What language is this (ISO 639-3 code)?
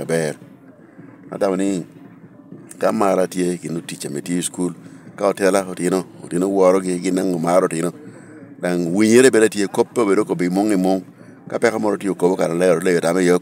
laj